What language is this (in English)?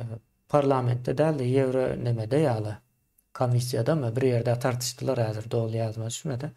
Turkmen